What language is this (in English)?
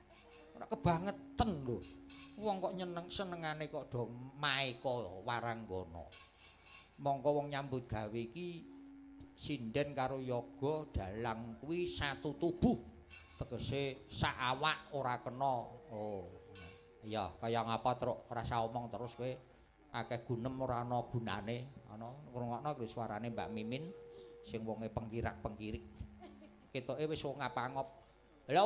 Javanese